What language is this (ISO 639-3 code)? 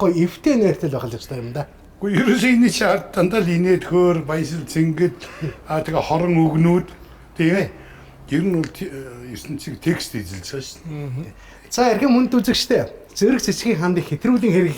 mon